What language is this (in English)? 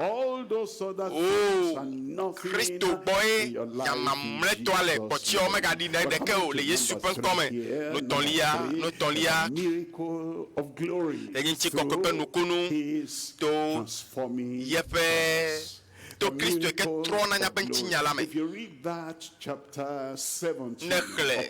Ewe